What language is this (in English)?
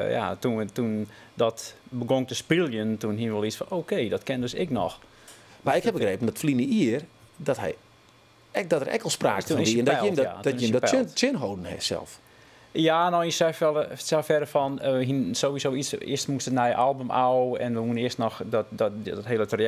Western Frisian